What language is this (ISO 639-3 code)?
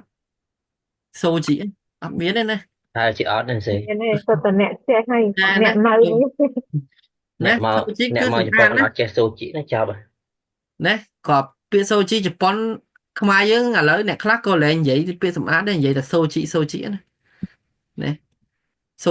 khm